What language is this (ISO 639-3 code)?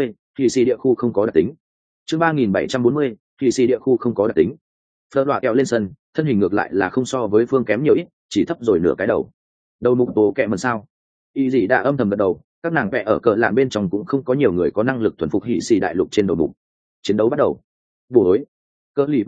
vie